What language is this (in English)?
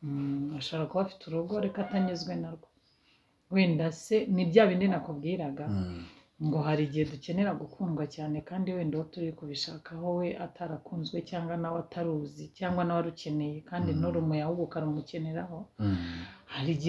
Kinyarwanda